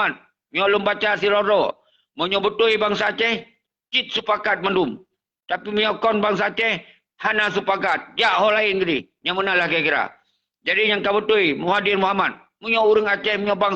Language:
Achinese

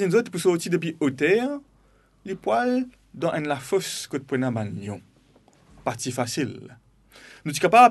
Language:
Morisyen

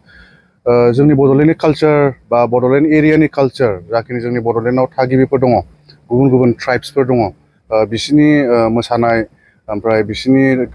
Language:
Bodo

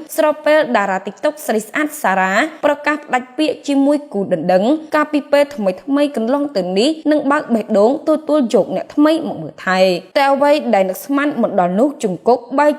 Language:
Khmer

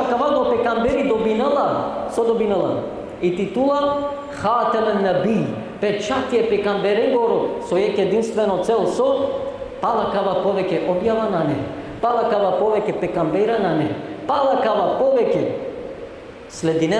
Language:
Balkan Romani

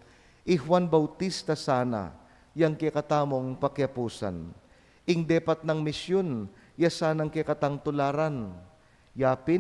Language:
Pampanga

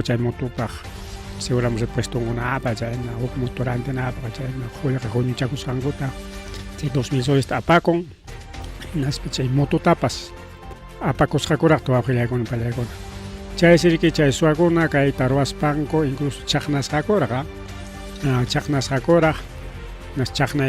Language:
Ayacucho Quechua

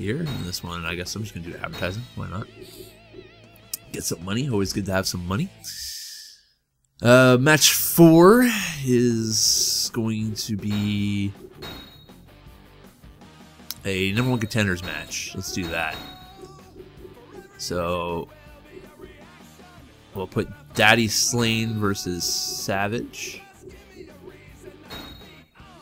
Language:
English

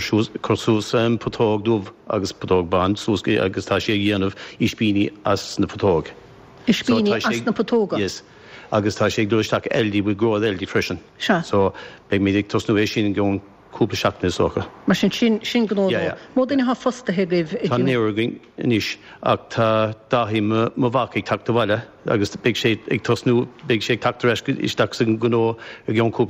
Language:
Irish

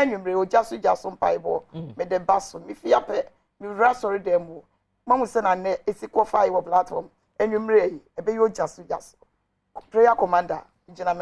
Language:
Akan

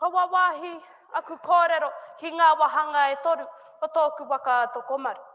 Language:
Māori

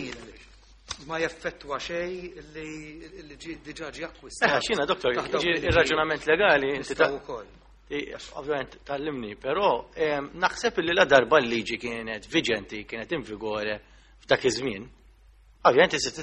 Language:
Maltese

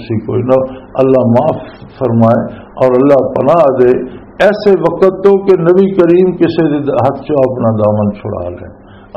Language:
Western Panjabi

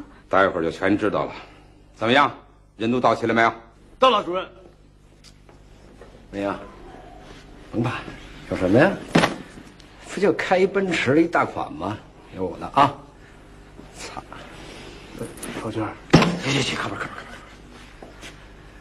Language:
Chinese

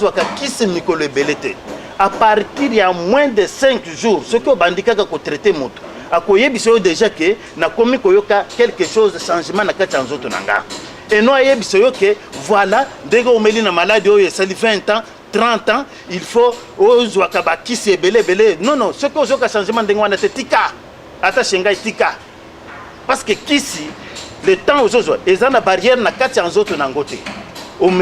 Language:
Lingala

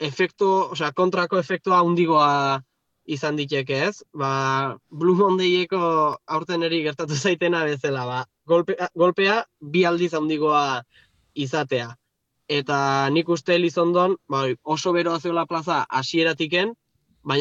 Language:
Basque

